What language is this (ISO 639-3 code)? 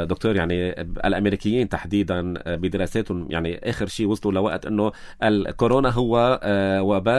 apc